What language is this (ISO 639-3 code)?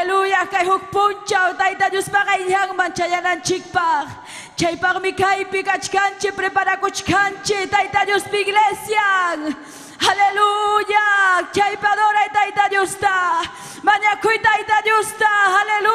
quy